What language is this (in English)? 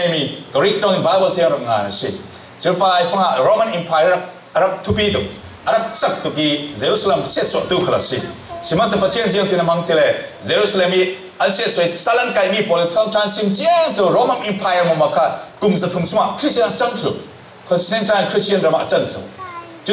Falam Chin